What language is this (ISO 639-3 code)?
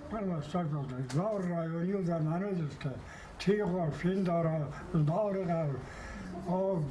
oss